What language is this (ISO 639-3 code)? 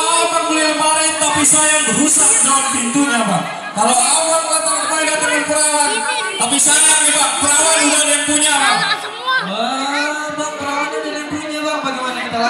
bew